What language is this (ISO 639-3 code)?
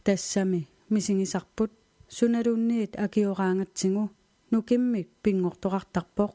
kal